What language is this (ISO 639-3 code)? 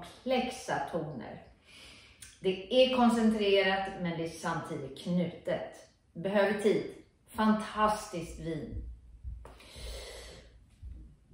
swe